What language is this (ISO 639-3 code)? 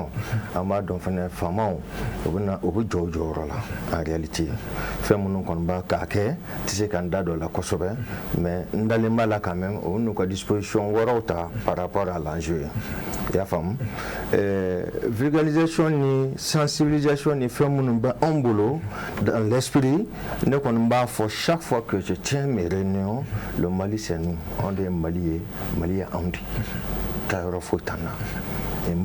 bam